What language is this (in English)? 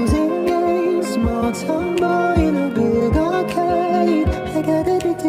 English